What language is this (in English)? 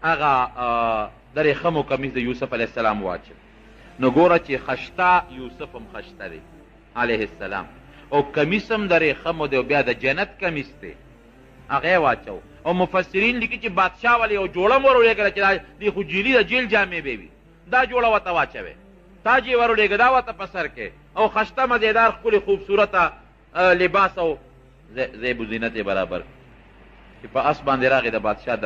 Pashto